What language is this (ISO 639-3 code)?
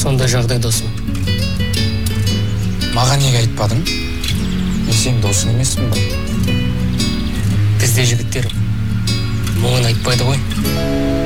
kaz